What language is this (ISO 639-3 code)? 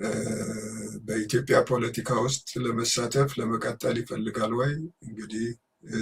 amh